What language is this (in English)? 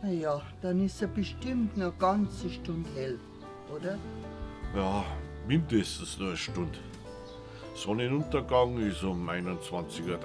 Bavarian